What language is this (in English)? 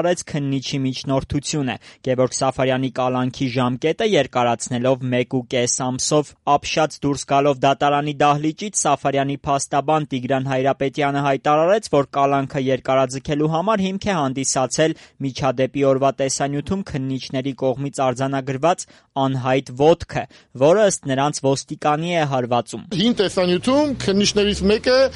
Armenian